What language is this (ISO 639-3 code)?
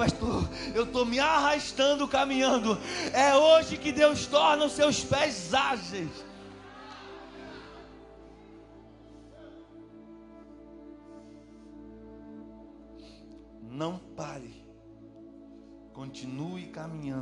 por